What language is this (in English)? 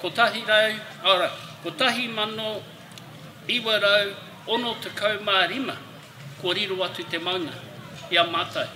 Māori